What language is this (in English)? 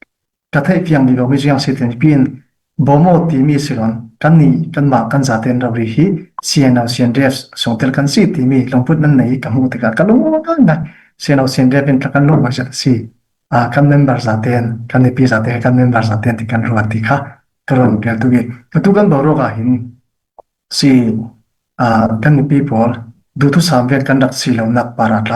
Falam Chin